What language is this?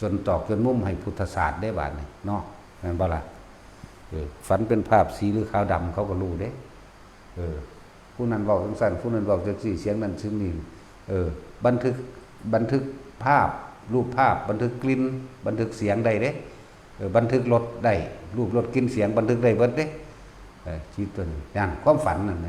Northeastern Thai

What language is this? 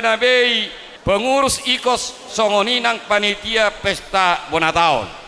Batak Toba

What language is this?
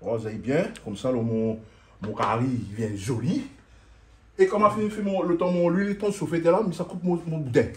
Réunion Creole French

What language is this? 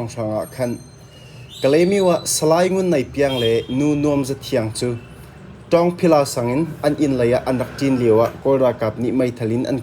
Hakha Chin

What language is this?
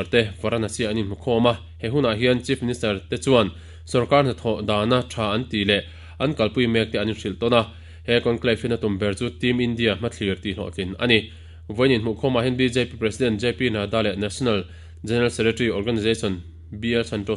Mizo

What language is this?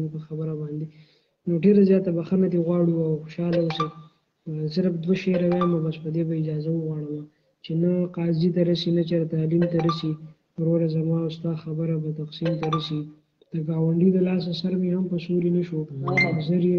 Pashto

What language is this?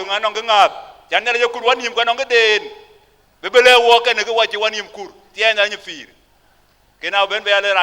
Dinka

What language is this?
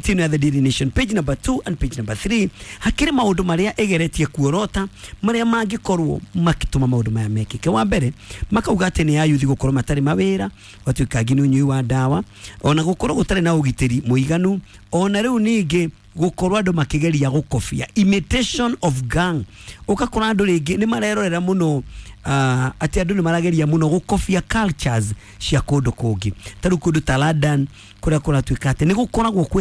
Kikuyu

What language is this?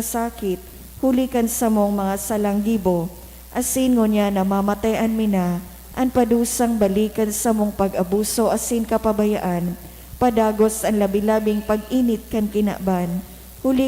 Bikol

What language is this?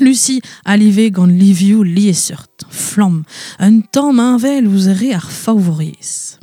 Breton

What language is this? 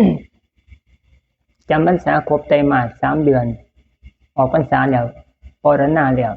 Lao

